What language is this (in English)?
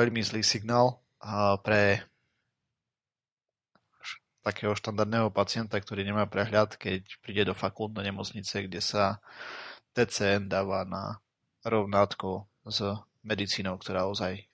Slovak